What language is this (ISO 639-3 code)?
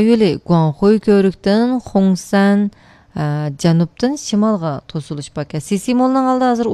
uig